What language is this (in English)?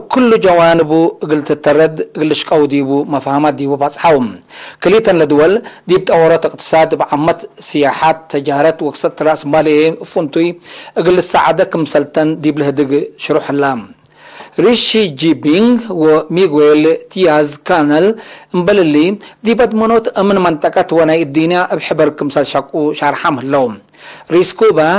Tigre